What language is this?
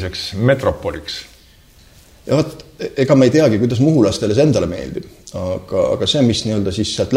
Estonian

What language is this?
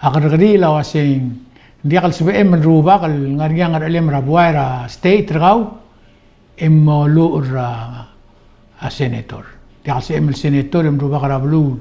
Palauan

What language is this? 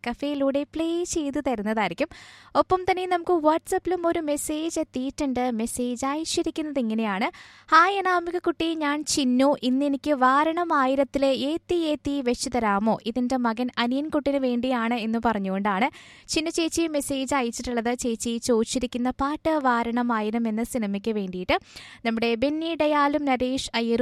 Malayalam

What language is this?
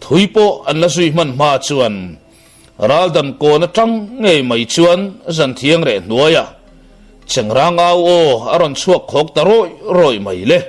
Mizo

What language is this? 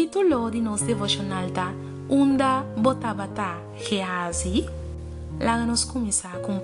Papiamento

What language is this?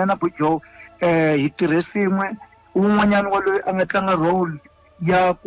Tsonga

